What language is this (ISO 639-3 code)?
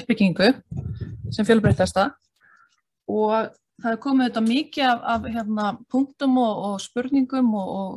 isl